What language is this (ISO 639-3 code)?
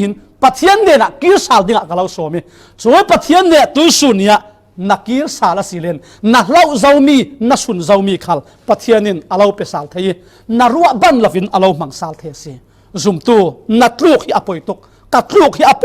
cfm